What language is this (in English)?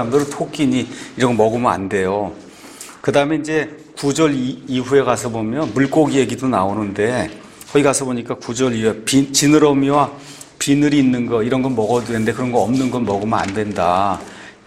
Korean